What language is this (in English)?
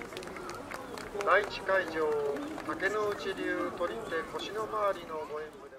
Japanese